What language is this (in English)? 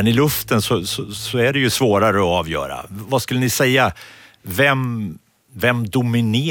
Swedish